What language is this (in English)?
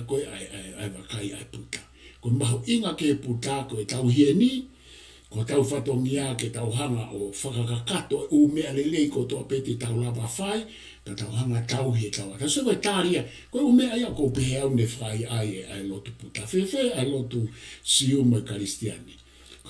Tongan